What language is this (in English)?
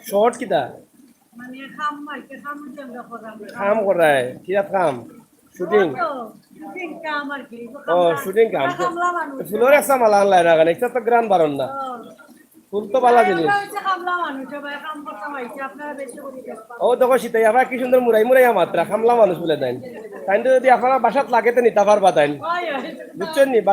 Sylheti